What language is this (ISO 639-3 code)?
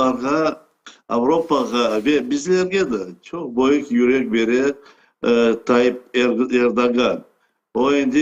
crh